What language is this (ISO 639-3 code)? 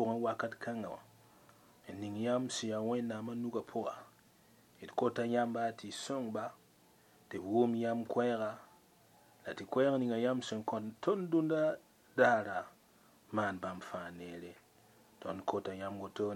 mos